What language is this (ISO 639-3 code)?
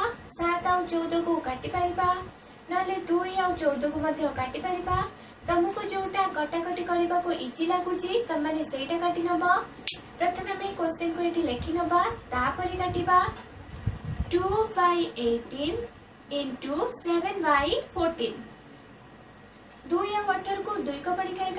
ori